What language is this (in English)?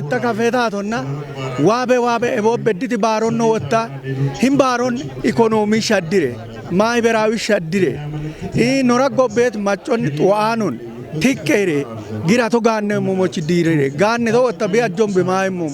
Kafa